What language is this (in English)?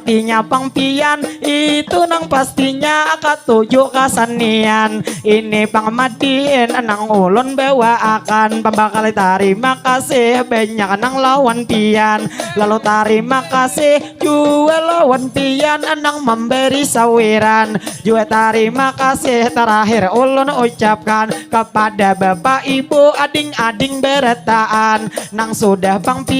Banjar